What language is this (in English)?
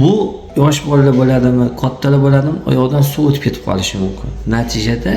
Uzbek